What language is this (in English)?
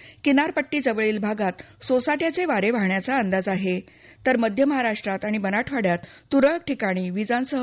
Marathi